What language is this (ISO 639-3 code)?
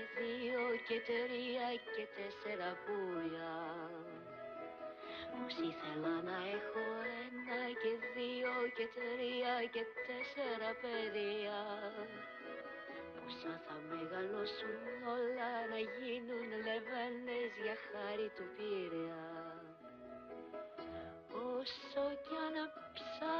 ell